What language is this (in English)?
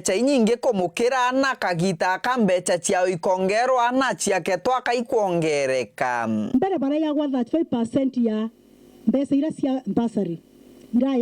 Meru